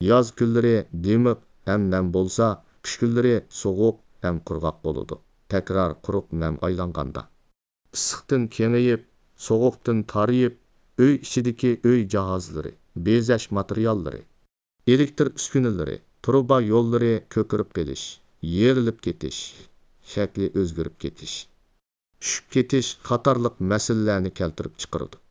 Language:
Uyghur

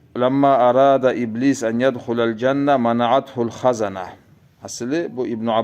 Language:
Kumyk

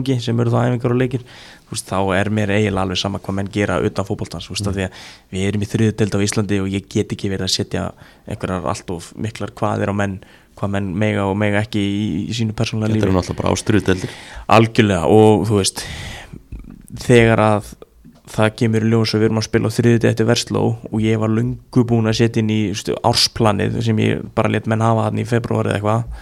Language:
Icelandic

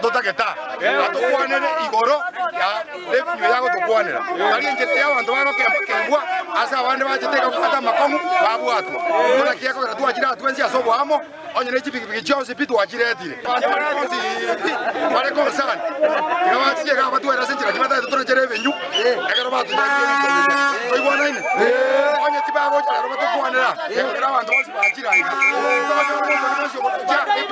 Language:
Gusii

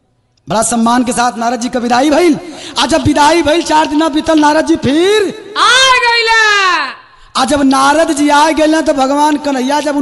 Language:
Bhojpuri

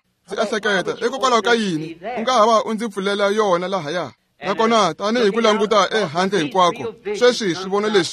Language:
Tsonga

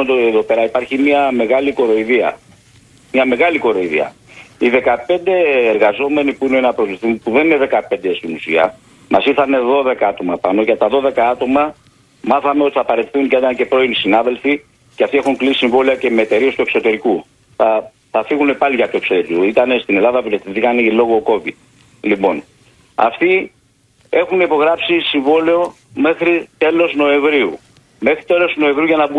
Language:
Greek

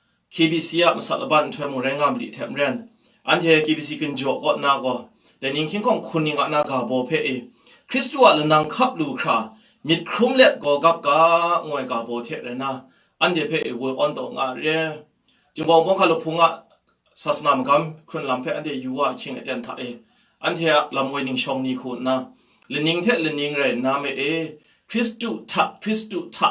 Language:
Kachin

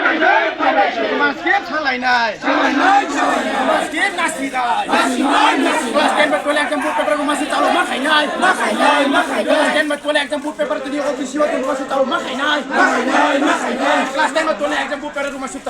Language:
Riang (India)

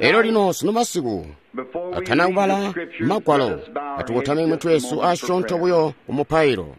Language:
Tonga (Zambia)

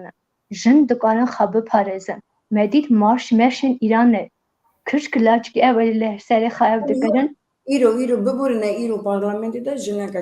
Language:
Kurdish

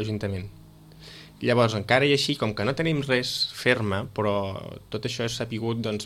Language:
Catalan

